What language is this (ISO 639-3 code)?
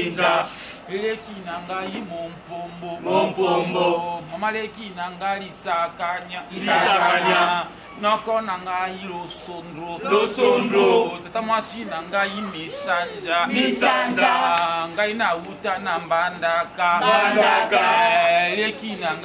lin